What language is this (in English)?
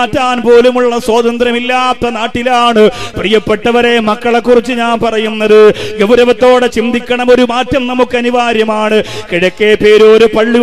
Malayalam